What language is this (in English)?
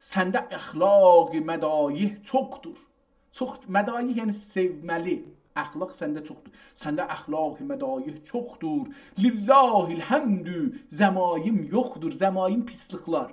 South Azerbaijani